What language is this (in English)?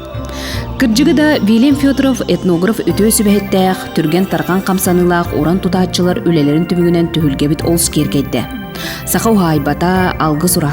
Yakut